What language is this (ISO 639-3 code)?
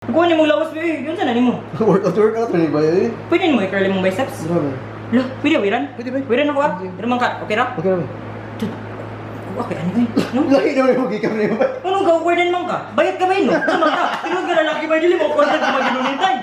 ceb